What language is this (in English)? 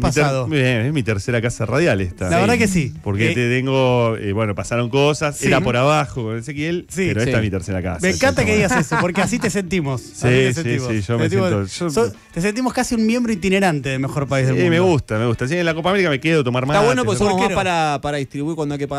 Spanish